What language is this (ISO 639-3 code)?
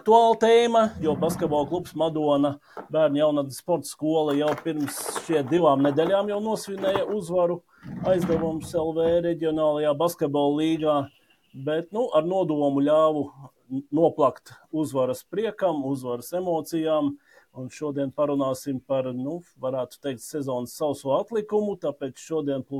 lav